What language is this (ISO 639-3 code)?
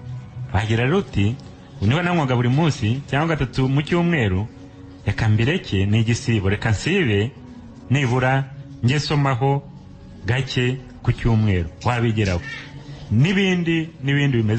kin